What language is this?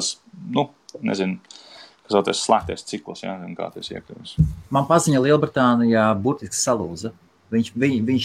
Latvian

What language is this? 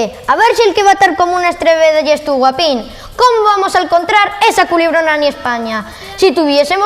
Asturian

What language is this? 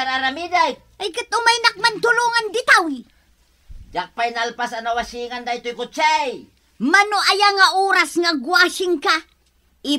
Iloko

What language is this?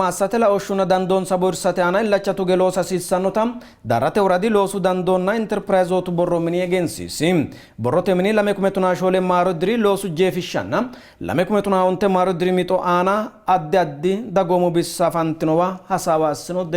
Sidamo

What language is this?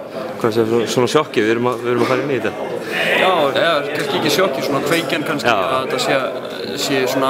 Icelandic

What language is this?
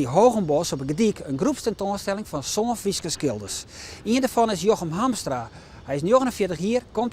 Western Frisian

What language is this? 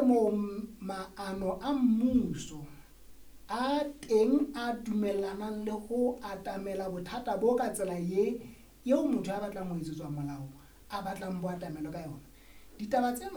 Southern Sotho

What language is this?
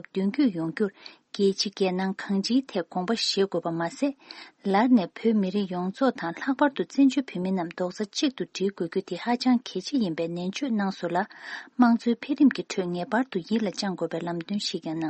Tibetan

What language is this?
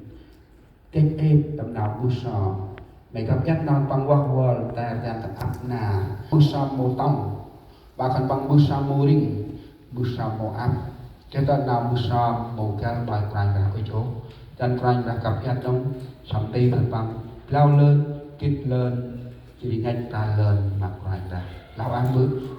Central Mnong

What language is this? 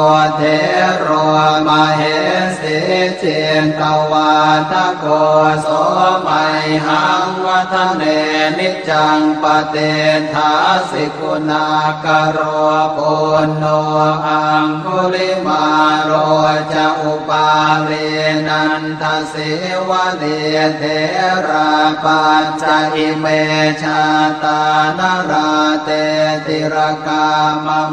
Pali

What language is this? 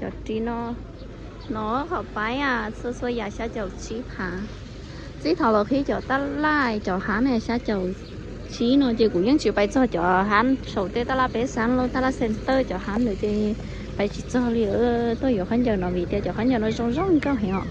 Hmong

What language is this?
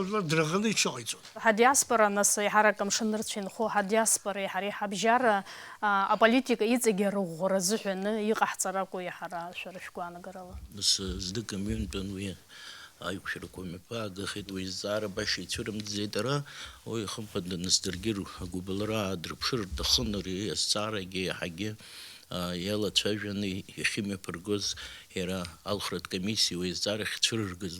Abkhazian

